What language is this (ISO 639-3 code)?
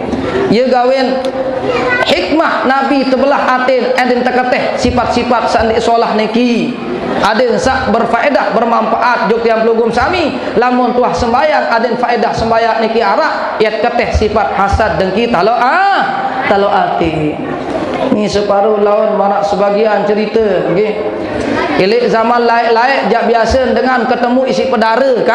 sas